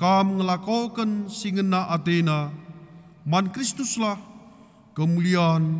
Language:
Batak Karo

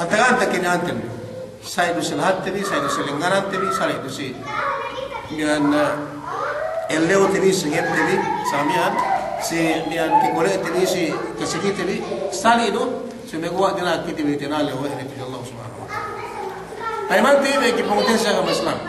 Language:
Yakan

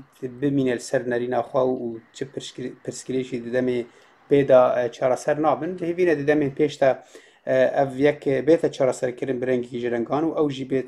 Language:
Kurdish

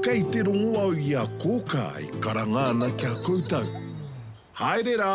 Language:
Māori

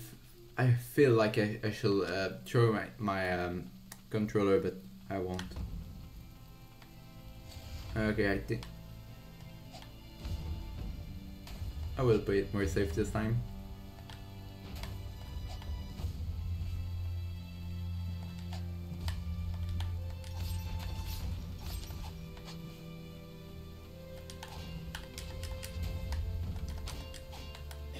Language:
English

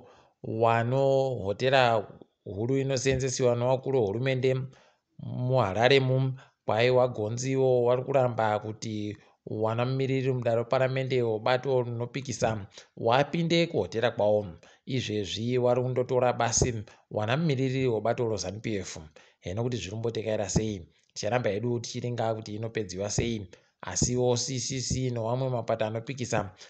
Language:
Ndau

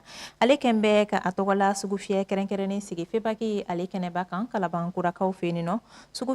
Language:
Bambara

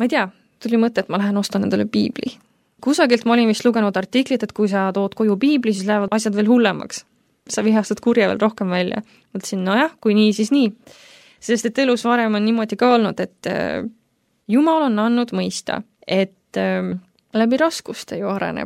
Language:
Estonian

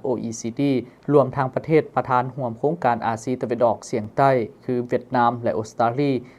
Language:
Lao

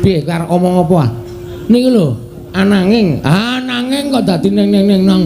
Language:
Javanese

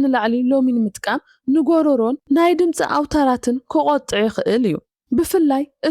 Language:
Tigrinya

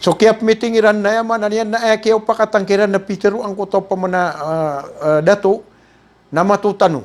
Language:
Maranao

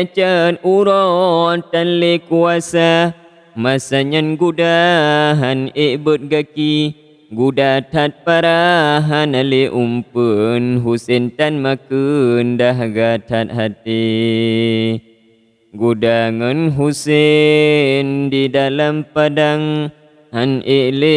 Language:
Achinese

